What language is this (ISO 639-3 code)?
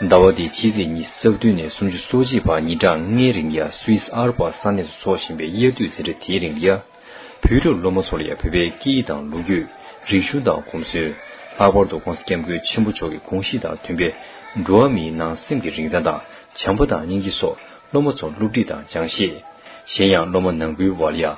bod